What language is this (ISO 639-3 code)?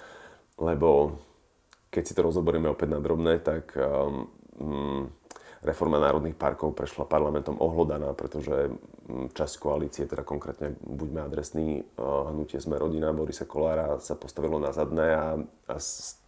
slk